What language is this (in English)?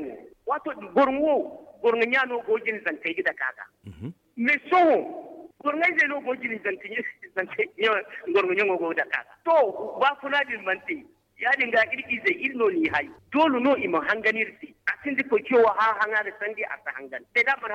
Zarma